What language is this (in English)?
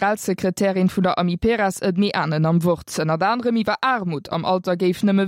Luxembourgish